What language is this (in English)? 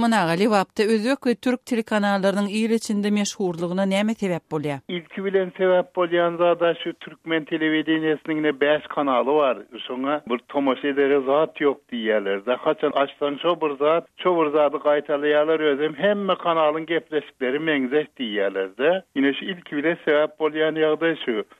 Turkmen